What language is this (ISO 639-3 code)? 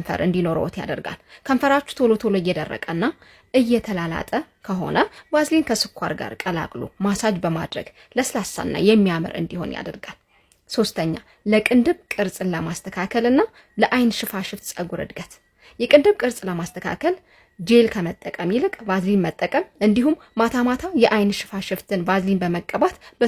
amh